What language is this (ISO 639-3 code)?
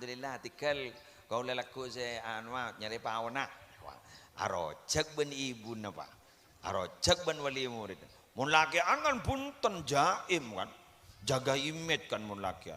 mad